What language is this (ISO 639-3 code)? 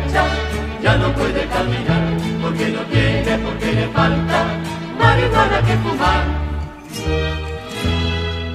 spa